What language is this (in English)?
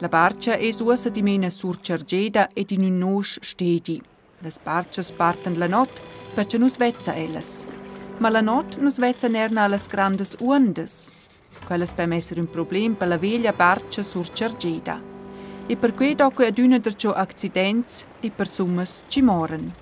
Romansh